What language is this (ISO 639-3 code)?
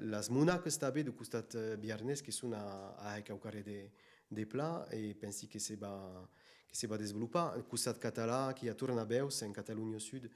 oci